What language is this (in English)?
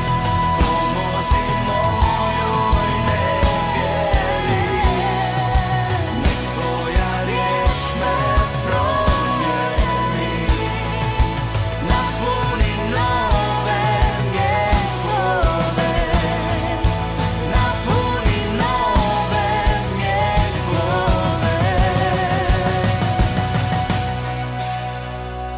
Croatian